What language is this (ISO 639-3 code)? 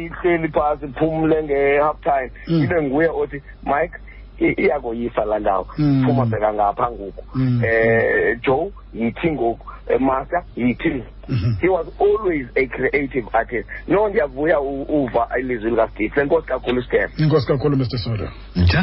xho